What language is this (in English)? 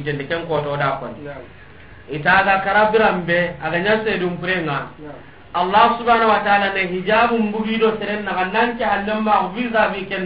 Soninke